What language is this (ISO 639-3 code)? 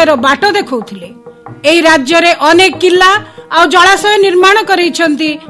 ori